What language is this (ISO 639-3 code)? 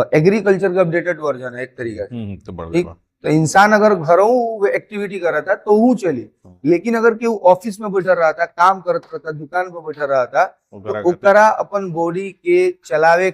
bho